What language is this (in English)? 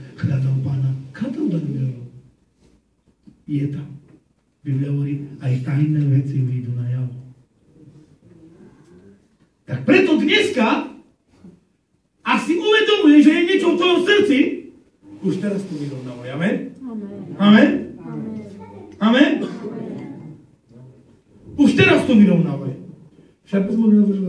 Slovak